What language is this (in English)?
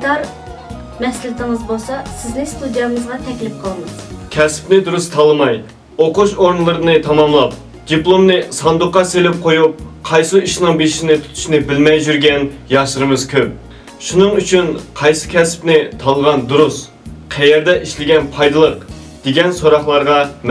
Uyghur